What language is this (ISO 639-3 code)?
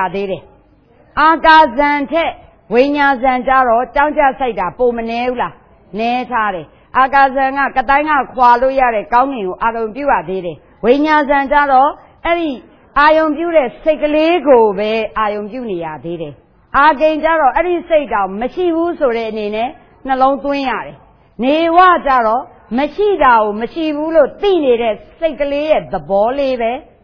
mya